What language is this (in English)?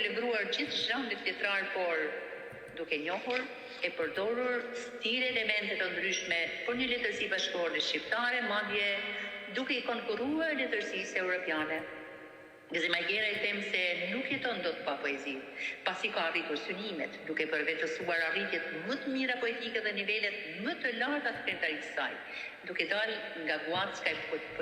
Albanian